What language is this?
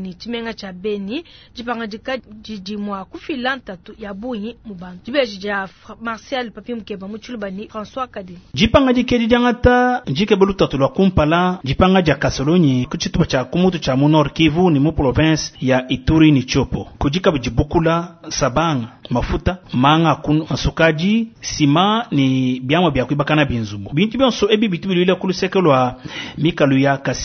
Luba-Lulua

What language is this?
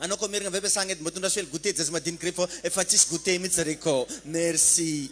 Malagasy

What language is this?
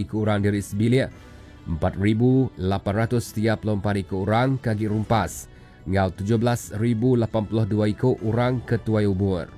Iban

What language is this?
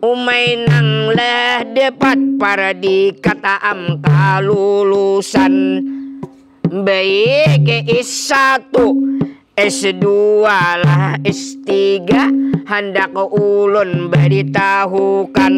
Banjar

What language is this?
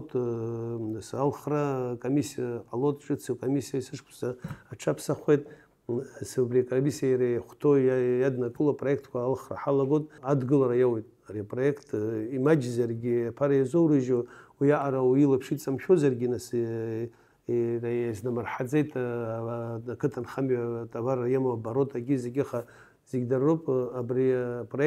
Abkhazian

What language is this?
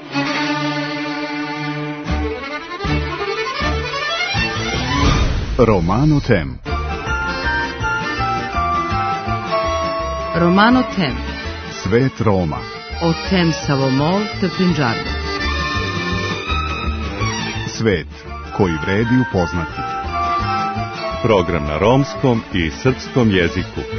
Serbian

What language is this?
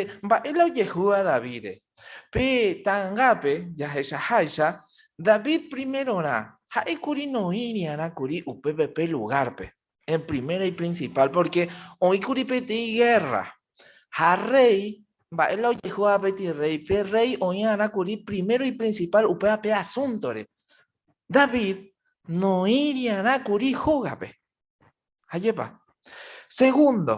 Guarani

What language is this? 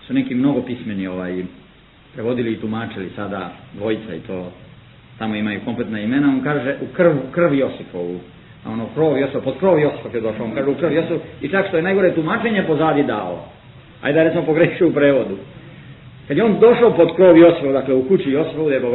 Serbian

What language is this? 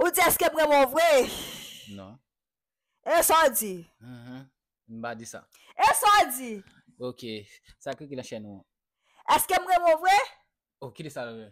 Haitian Creole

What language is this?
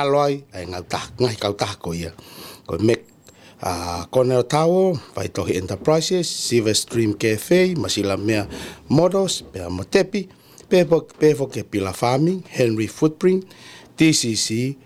Tongan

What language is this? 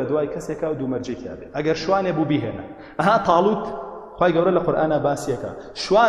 Central Kurdish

